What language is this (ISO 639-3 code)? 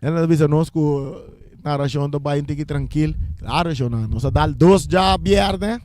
pap